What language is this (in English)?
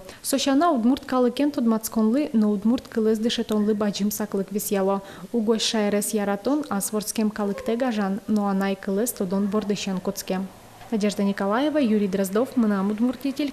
Udmurt